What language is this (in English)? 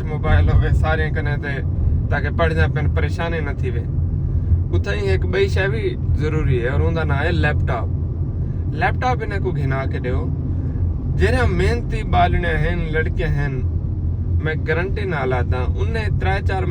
Saraiki